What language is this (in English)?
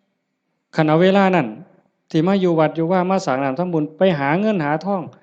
Northeastern Thai